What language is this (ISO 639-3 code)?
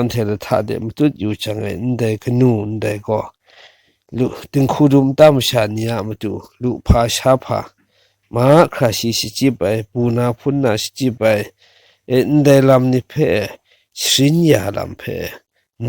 kac